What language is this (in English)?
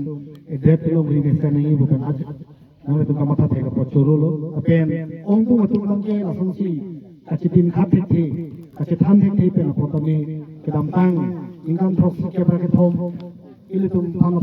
Karbi